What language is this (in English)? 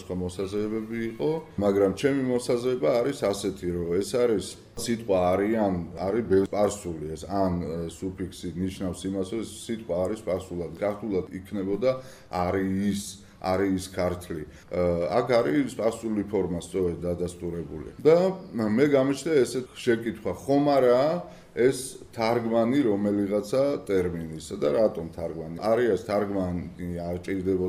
Georgian